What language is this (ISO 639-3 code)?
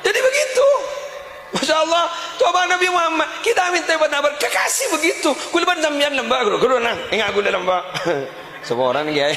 mad